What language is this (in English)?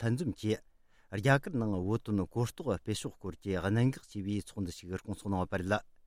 Tibetan